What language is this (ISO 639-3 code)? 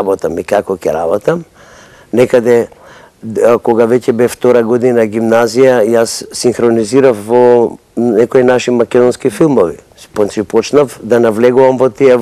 mkd